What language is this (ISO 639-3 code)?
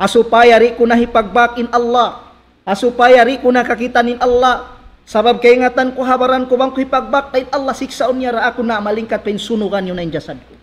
tsg